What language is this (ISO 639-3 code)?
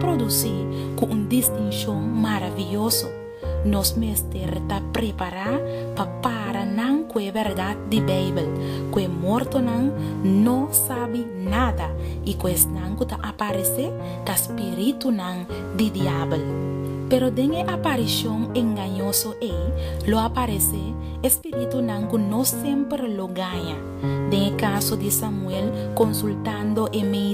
pap